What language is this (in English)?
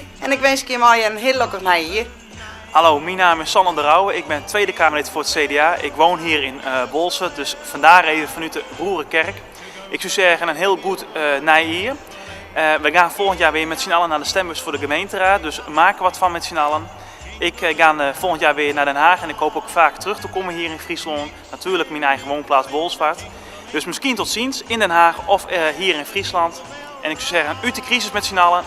Western Frisian